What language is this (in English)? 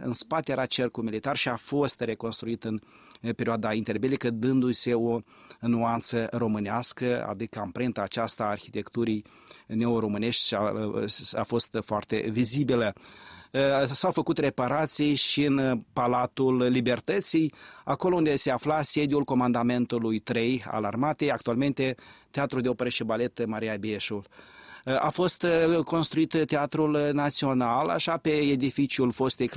Romanian